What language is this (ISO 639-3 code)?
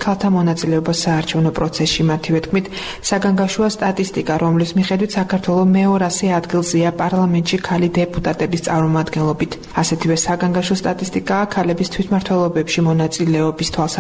kat